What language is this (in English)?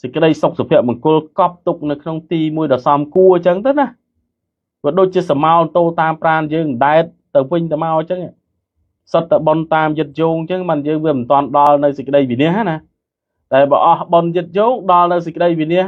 Khmer